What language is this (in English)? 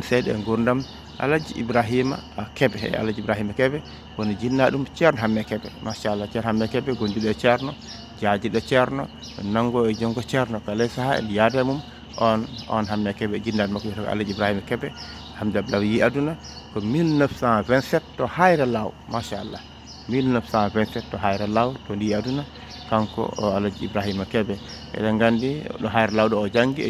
Fula